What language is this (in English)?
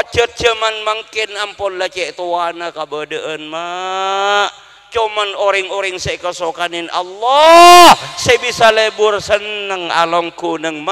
Madurese